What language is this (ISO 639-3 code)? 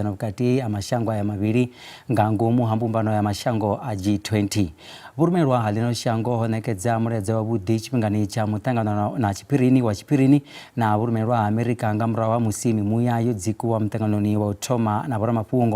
ven